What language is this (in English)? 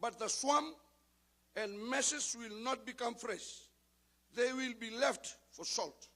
Fijian